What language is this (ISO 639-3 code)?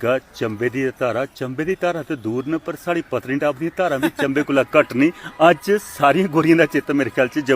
doi